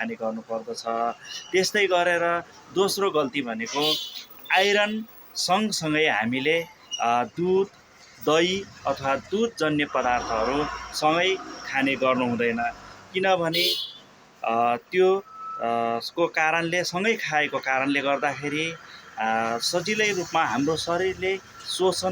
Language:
Nepali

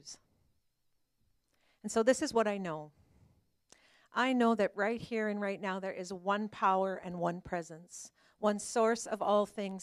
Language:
English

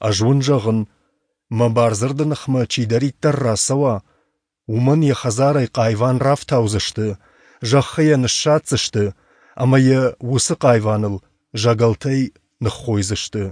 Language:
Ossetic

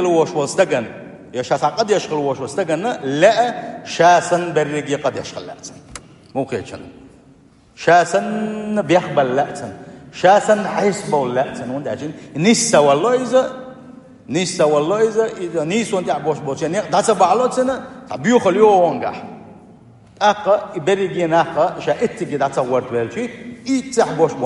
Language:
Chechen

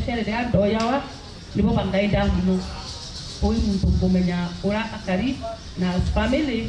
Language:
Meru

